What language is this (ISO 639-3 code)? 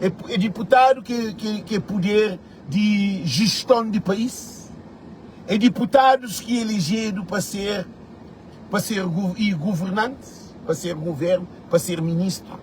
kea